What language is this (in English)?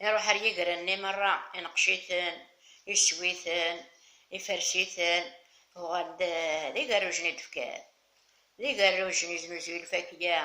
Kabyle